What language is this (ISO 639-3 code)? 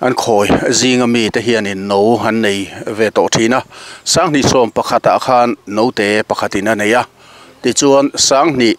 lus